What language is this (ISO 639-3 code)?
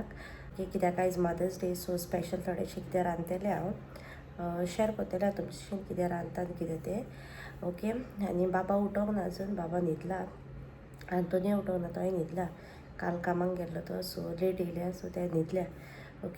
kok